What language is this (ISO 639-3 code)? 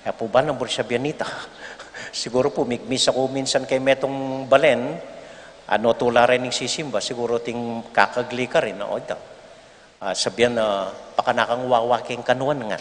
pam